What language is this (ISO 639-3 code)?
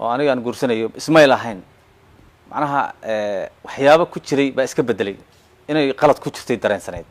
som